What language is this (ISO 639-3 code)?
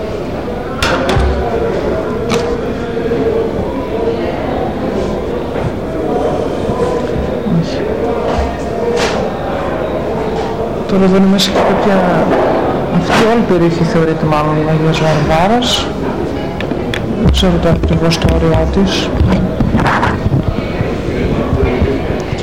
ell